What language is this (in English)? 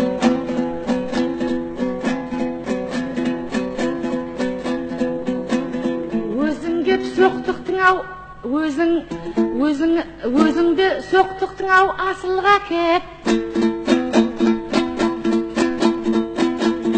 Kazakh